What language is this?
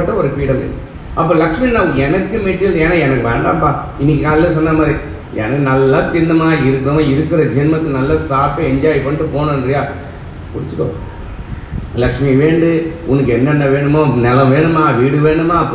Tamil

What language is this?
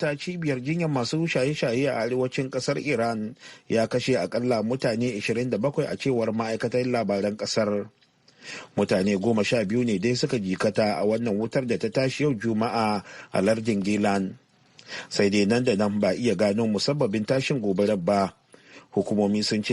Hausa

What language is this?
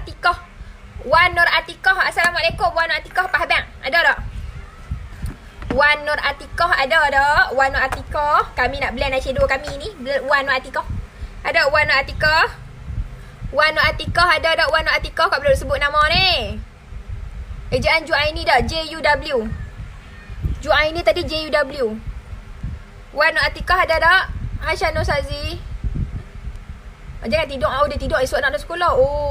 Malay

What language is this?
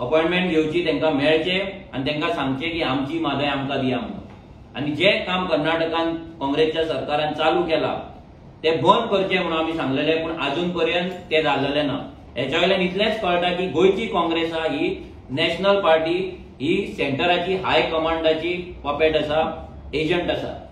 Konkani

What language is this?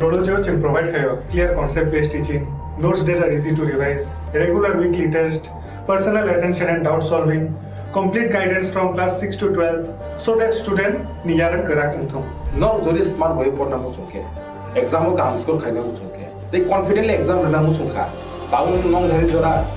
Kok Borok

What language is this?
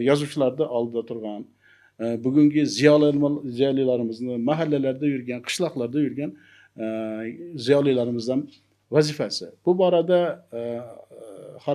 Uzbek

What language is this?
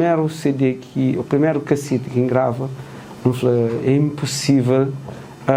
Kabuverdianu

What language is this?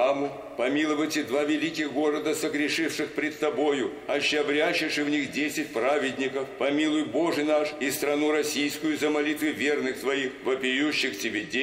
Russian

